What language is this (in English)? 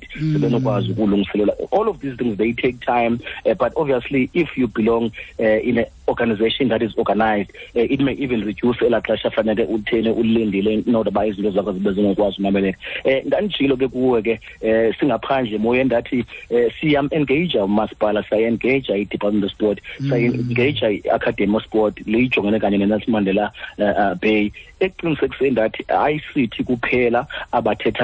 Xhosa